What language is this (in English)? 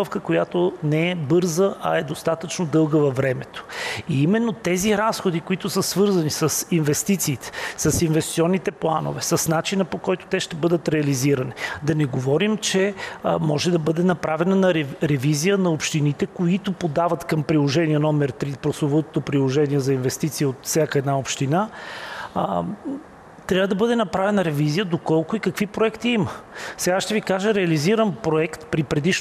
Bulgarian